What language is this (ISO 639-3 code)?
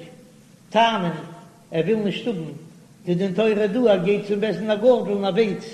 yid